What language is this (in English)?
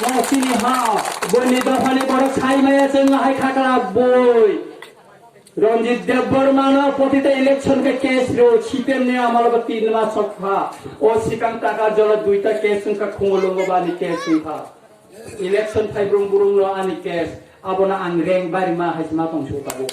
Kok Borok